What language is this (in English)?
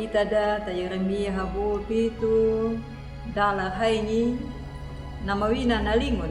Anakalangu